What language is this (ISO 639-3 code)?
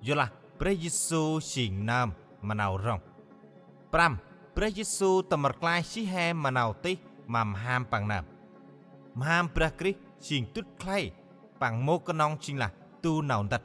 cmo